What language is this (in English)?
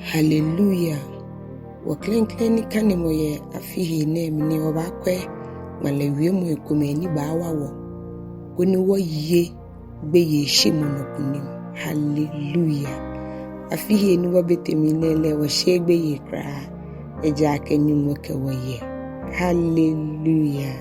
Ga